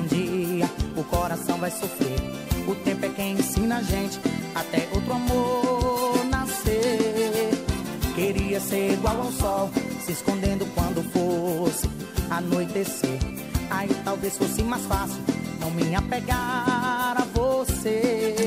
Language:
Portuguese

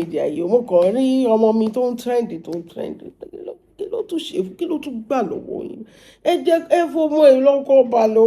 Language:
Yoruba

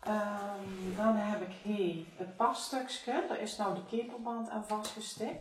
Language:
Limburgish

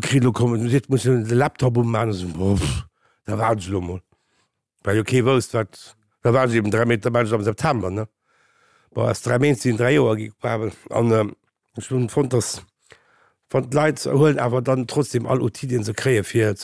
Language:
Luxembourgish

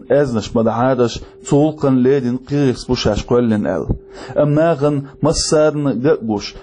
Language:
Chechen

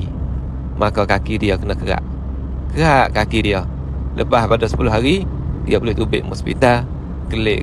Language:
Malay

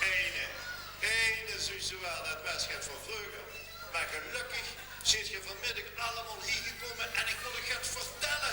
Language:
Limburgish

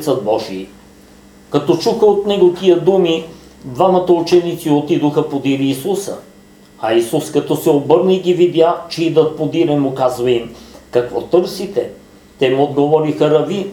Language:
Bulgarian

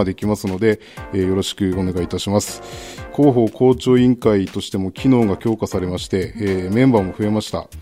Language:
Japanese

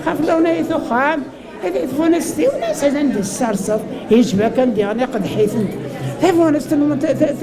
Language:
Kabyle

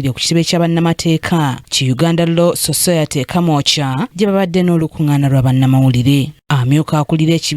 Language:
Ganda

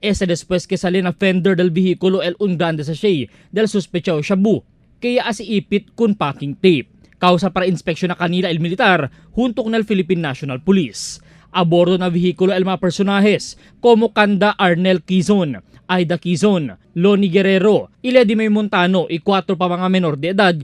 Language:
Chavacano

